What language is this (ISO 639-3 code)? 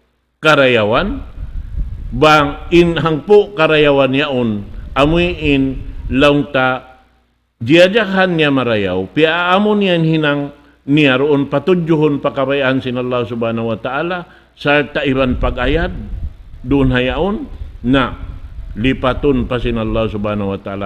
tsg